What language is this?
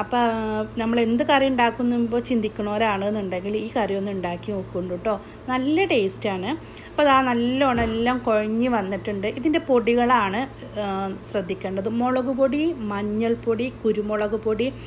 Malayalam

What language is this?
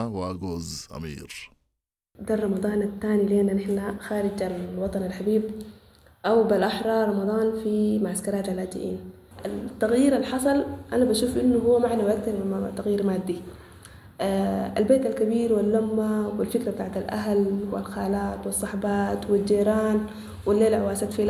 Sudanese Arabic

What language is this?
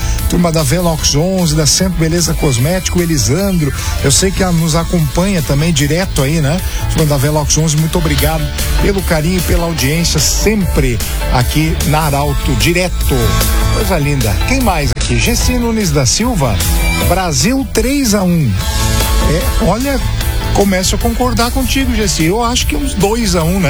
Portuguese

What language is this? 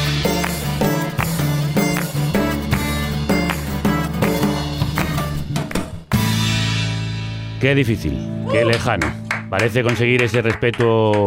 Spanish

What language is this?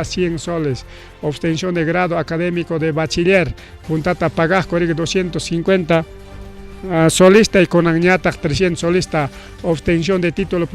Ayacucho Quechua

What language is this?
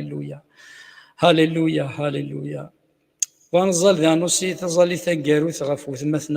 Kabyle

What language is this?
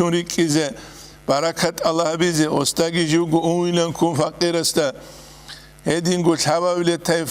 Avaric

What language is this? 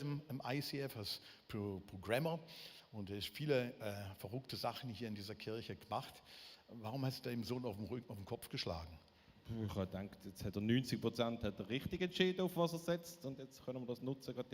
Swiss German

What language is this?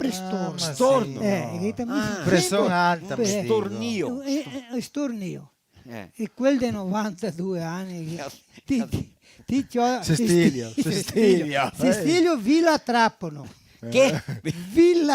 Venetian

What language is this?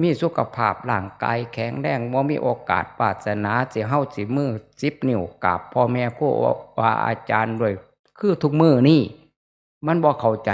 Northeastern Thai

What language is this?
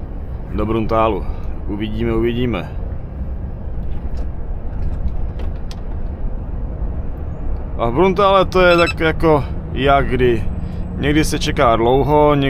Czech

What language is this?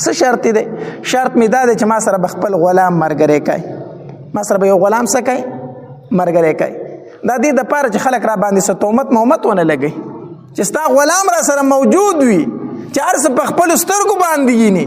Pashto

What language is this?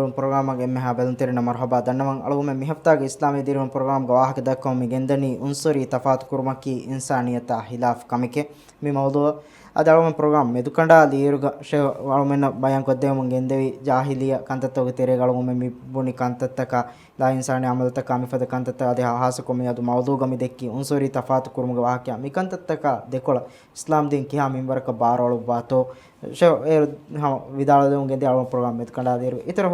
Divehi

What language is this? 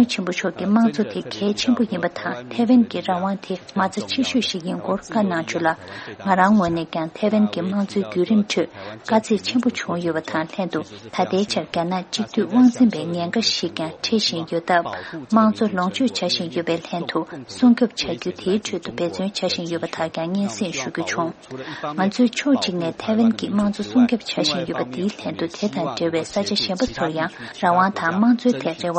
Tibetan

